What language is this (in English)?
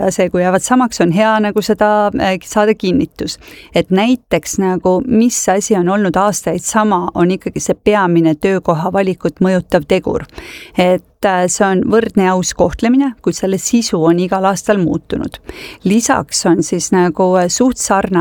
Estonian